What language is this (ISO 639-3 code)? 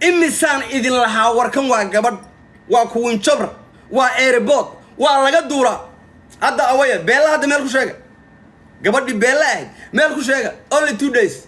som